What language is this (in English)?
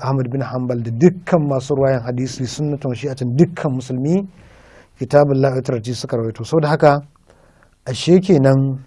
Hausa